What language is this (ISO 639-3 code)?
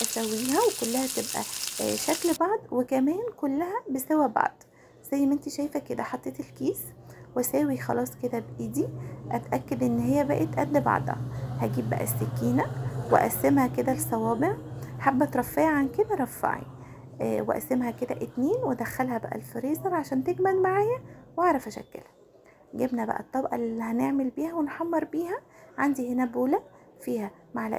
arz